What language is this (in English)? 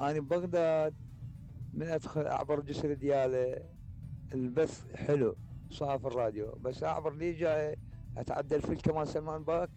Mesopotamian Arabic